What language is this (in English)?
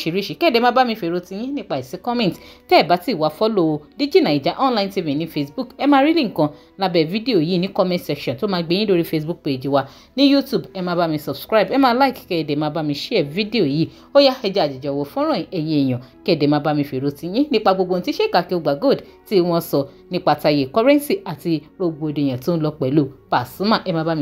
Yoruba